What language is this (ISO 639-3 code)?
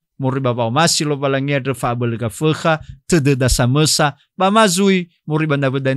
nia